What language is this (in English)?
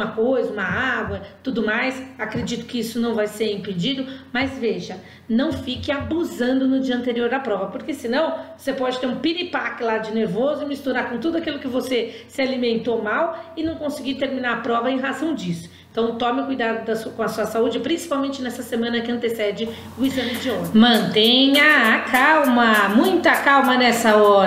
Portuguese